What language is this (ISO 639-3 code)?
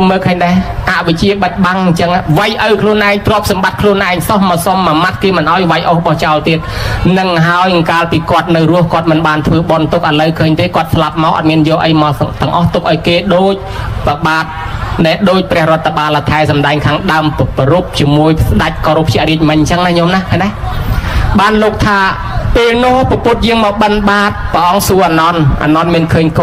khm